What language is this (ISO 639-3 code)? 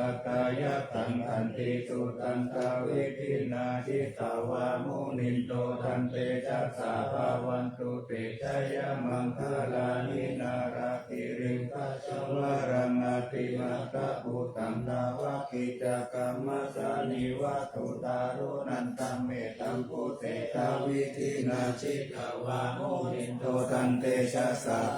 pli